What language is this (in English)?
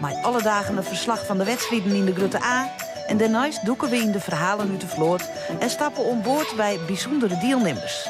Western Frisian